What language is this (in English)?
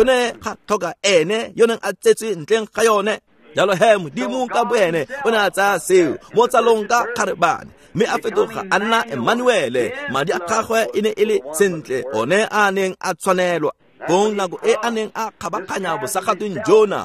Tswana